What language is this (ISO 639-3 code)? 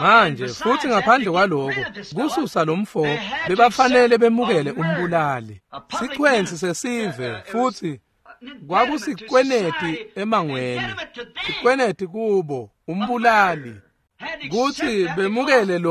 ssw